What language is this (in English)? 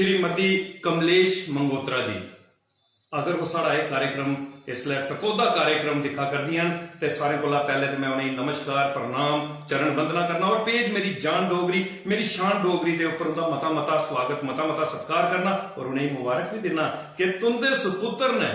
Dogri